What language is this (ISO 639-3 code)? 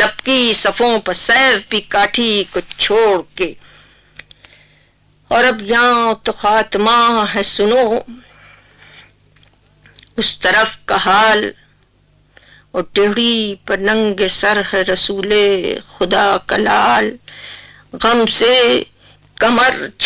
urd